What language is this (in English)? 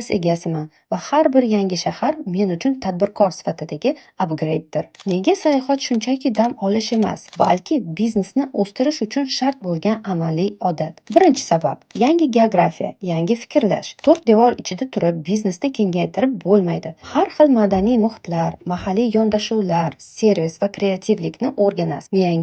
Uzbek